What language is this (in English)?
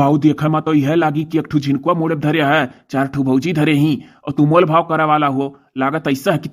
Awadhi